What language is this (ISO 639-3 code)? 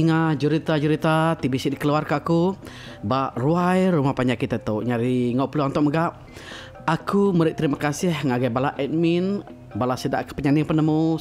iba